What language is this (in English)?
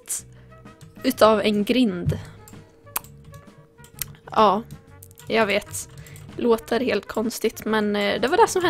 Swedish